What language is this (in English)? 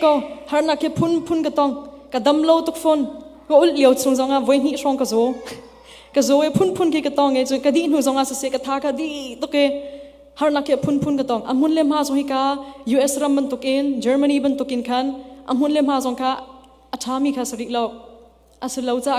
Hakha Chin